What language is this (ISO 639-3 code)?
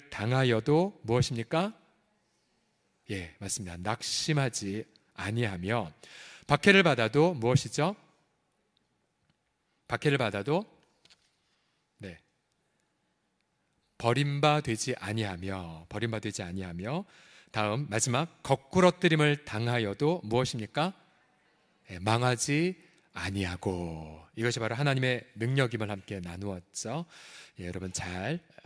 kor